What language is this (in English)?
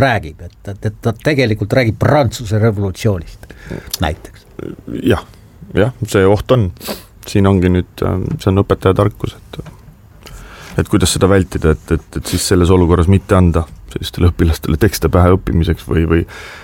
Estonian